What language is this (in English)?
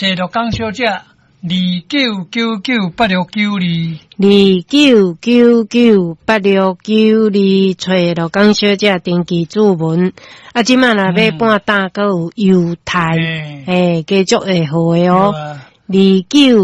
Min Nan Chinese